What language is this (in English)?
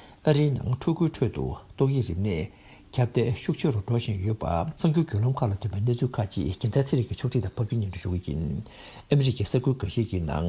Tibetan